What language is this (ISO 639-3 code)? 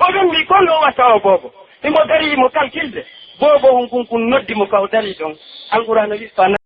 fuf